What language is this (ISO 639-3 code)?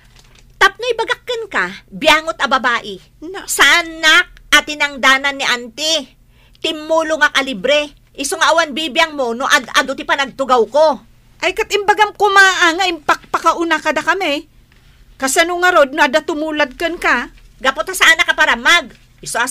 ilo